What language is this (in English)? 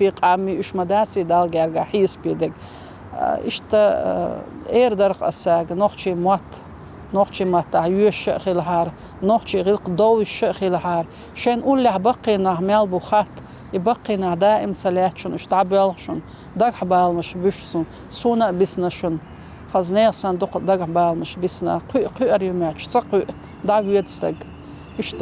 Chechen